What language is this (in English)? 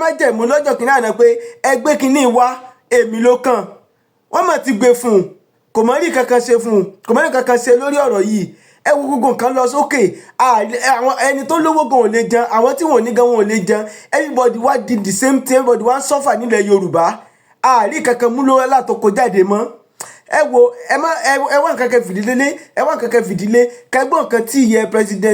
Yoruba